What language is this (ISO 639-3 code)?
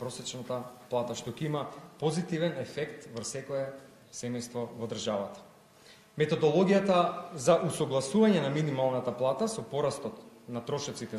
mkd